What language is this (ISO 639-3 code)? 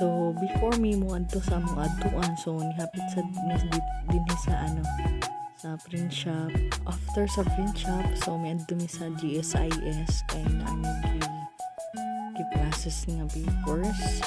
ceb